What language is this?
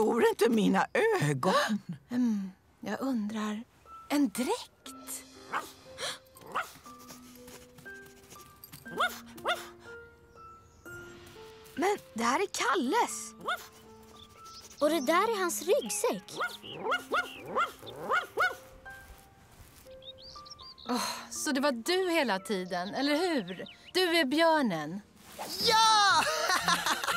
Swedish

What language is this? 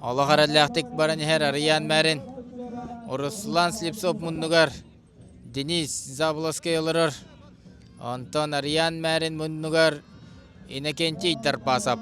Yakut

